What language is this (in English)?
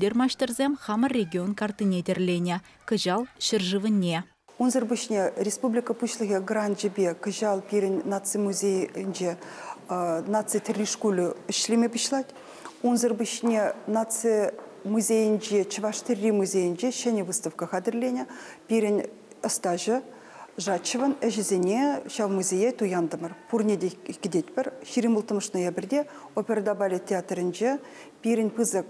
Chuvash